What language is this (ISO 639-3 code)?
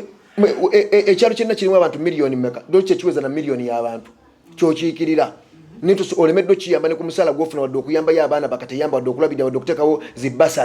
lug